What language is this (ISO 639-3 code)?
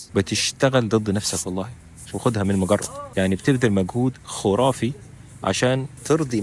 arz